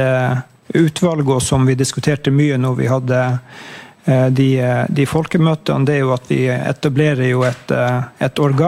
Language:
Norwegian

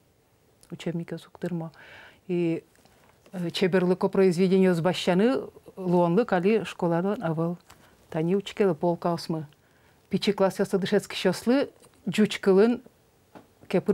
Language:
Udmurt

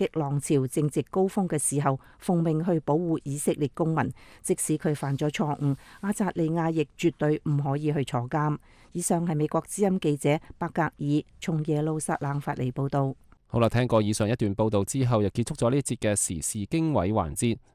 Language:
Cantonese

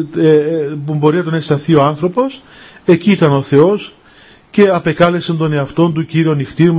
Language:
Greek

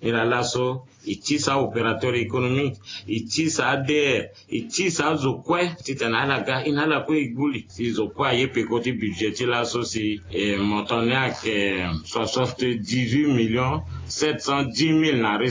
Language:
Sango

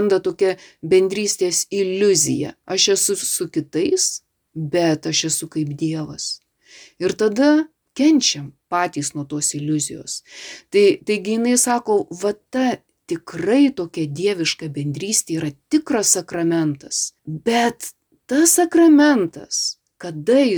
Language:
Lithuanian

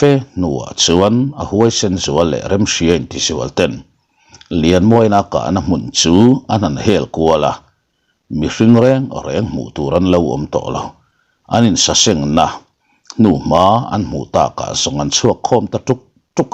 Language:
Mizo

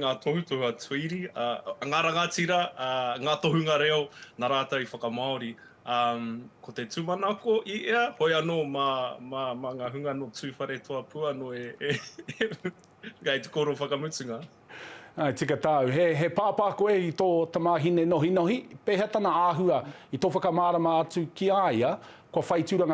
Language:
Māori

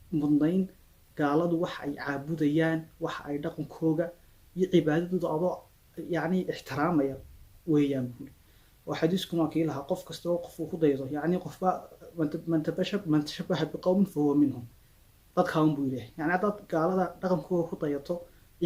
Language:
Somali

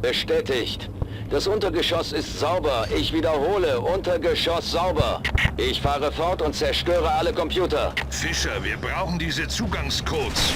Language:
Bavarian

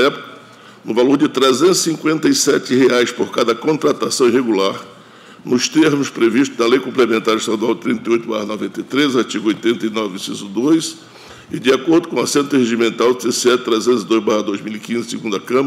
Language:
Portuguese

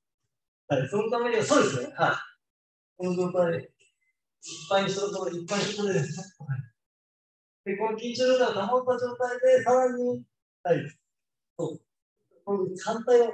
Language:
Japanese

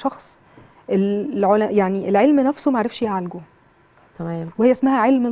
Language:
Egyptian Arabic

